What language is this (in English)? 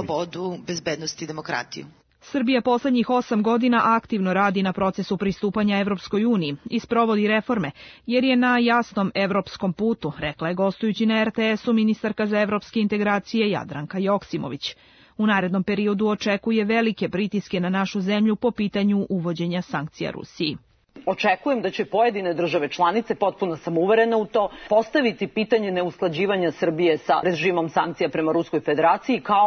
Serbian